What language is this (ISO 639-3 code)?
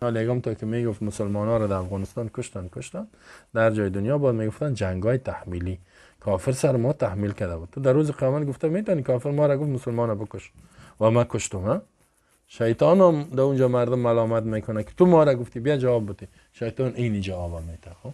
fas